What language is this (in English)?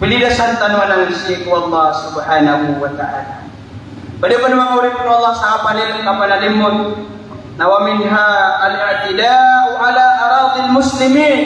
Maranao